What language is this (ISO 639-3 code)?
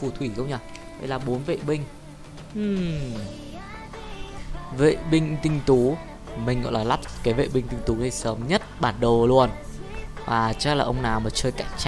vie